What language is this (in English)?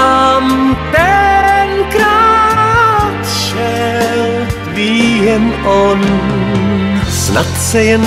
Czech